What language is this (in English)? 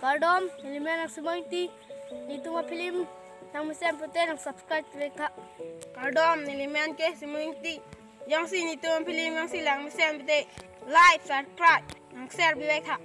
Karbi